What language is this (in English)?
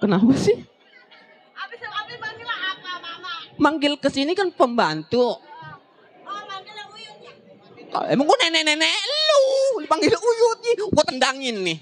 Betawi